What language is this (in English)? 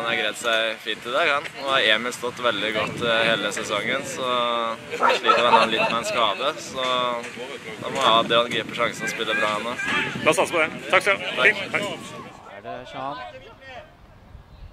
Norwegian